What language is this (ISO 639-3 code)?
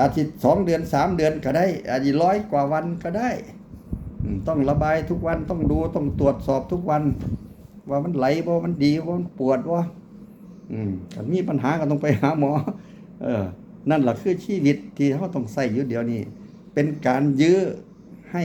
tts